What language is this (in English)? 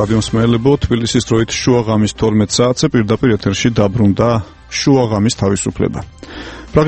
Georgian